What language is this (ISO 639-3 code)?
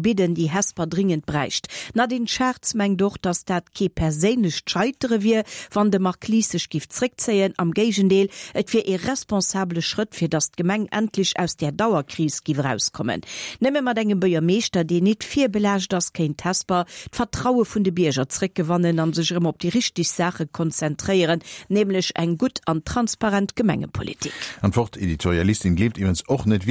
ltz